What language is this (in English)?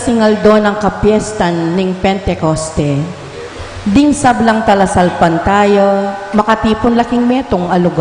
Pampanga